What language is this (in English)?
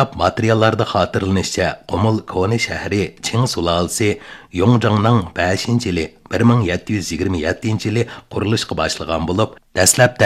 Uyghur